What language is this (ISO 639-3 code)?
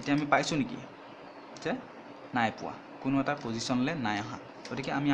asm